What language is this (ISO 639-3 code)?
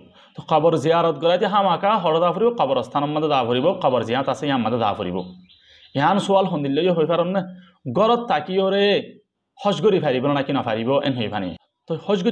rhg